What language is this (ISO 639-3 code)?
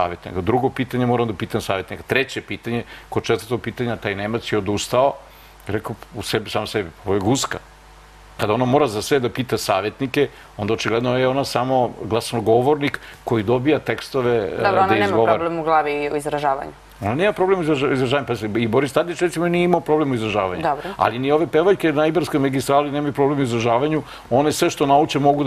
srp